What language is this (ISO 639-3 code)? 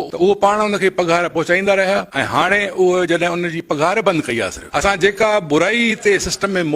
snd